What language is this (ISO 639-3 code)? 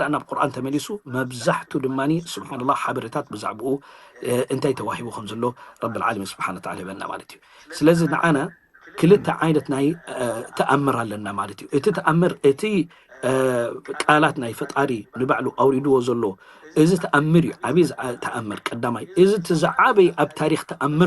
tir